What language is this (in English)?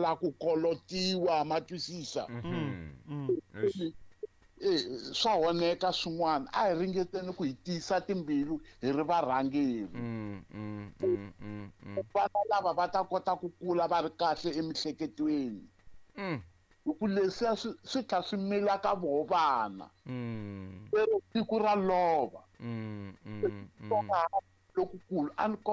Tsonga